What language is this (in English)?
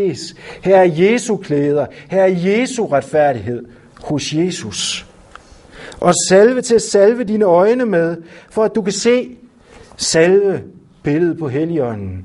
Danish